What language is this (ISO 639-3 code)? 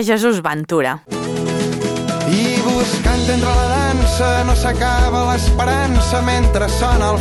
cat